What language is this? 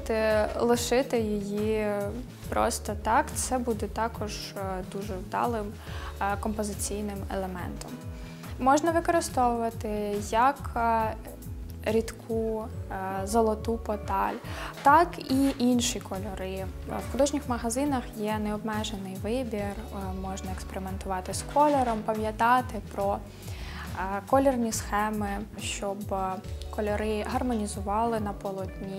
Ukrainian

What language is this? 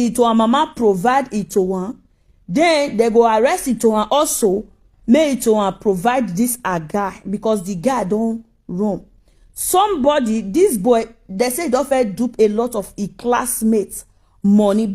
Nigerian Pidgin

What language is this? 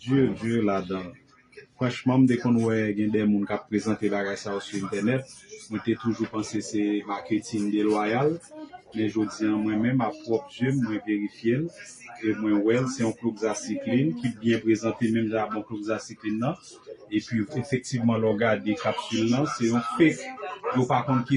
Haitian Creole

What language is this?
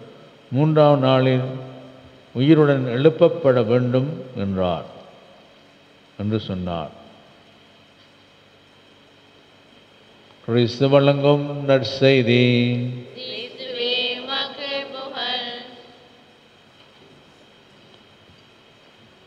Tamil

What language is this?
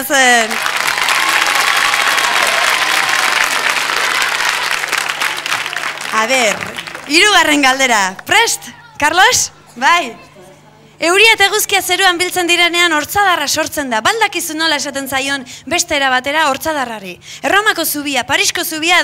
Basque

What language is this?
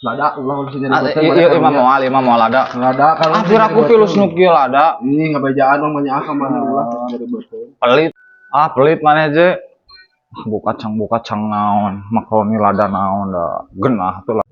Sundanese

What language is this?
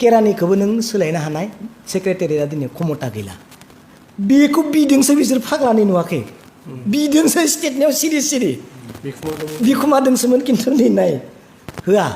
Bodo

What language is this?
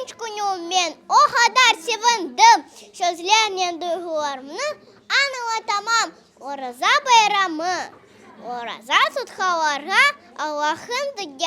Crimean Tatar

